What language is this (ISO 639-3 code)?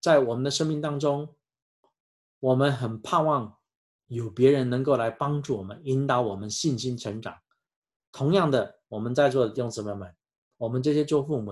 zho